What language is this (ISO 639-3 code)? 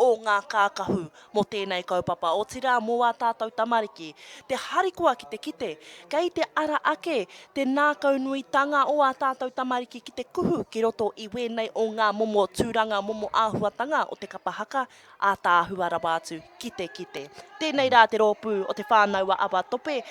mri